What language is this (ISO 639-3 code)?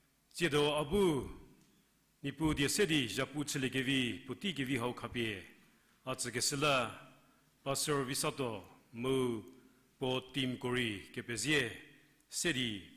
njm